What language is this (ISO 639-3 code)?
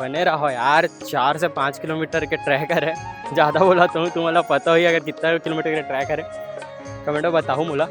hne